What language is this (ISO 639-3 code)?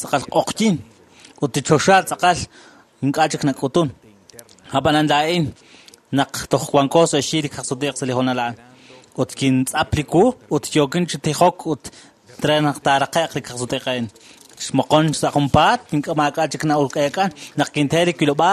kek